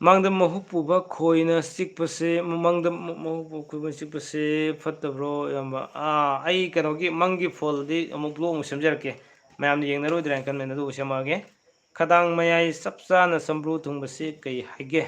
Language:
Manipuri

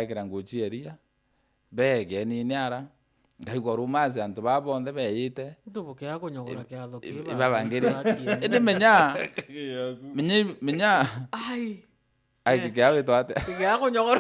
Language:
Meru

